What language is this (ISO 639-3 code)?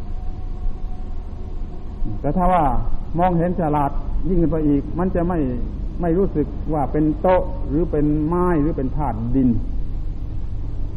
tha